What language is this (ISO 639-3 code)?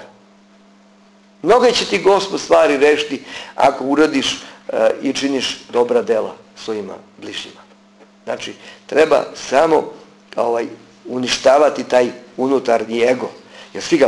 srp